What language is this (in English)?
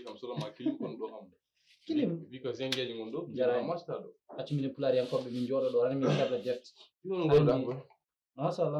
Fula